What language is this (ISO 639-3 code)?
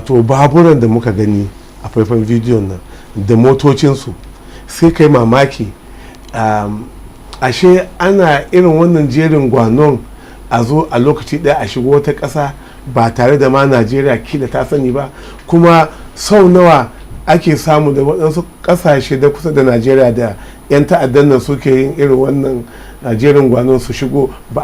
hau